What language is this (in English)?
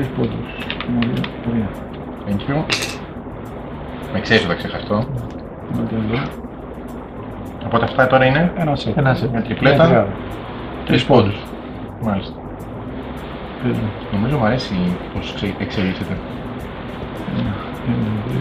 Greek